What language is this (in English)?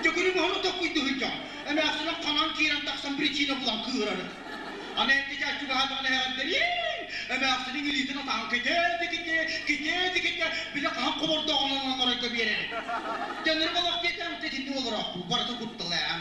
Yakut